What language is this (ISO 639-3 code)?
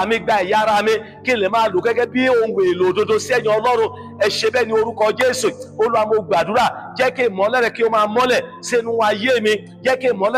yor